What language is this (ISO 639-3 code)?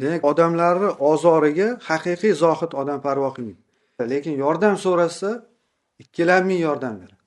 uzb